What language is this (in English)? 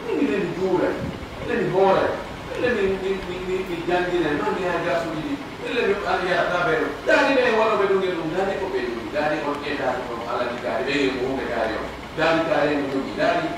Pular